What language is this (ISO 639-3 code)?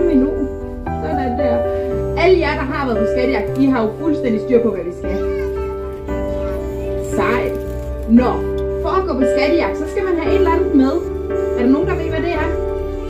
dan